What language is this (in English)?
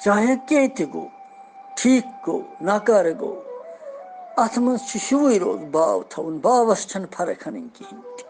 Kashmiri